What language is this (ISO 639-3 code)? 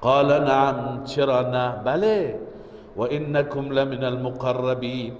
fas